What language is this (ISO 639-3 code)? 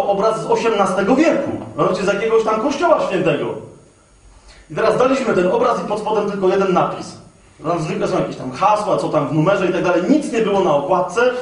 pol